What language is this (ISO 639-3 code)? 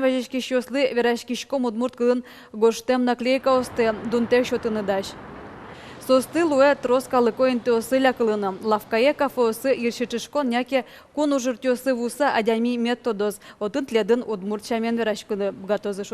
udm